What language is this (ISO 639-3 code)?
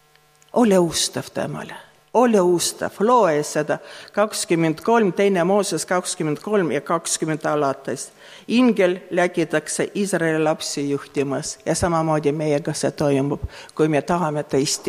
est